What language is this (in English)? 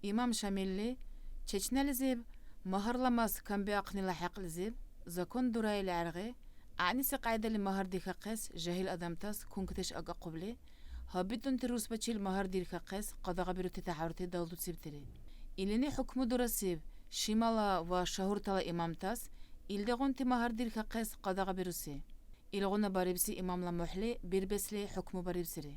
Dargwa